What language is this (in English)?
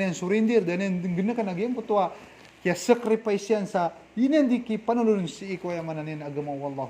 Maranao